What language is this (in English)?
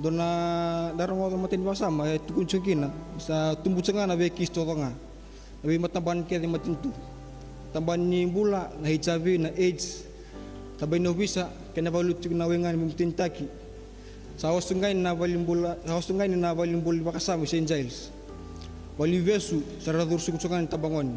Fijian